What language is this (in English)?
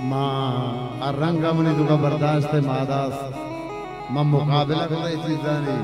Baluchi